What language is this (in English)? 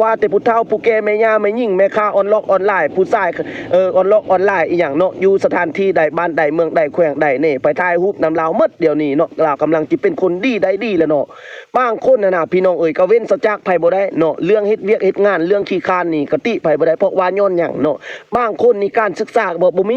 Lao